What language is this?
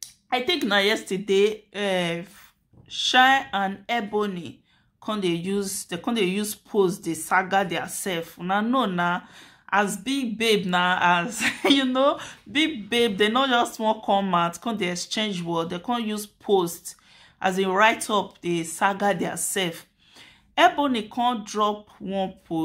Nigerian Pidgin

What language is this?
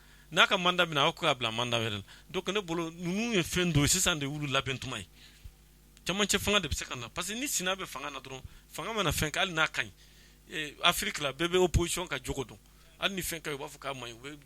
Bambara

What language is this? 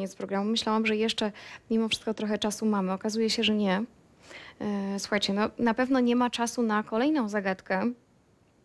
Polish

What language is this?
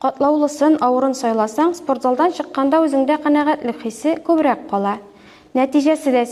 Tatar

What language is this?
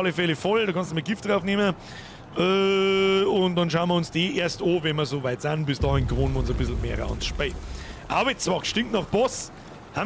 Bavarian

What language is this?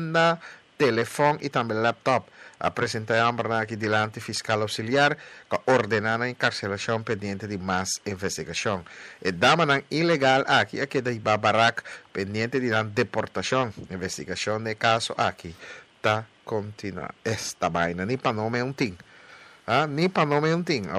Papiamento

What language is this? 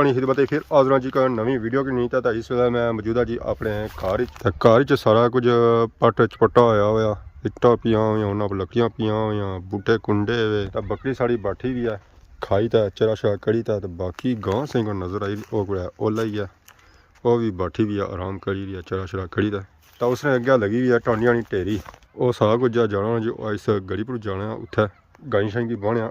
Pahari-Potwari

